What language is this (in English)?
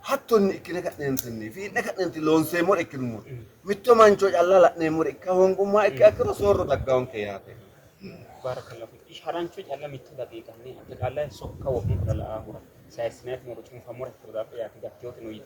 Sidamo